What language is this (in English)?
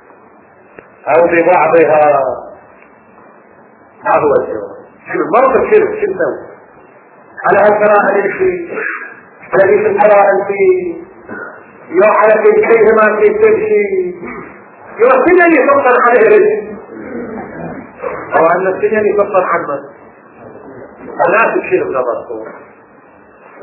Arabic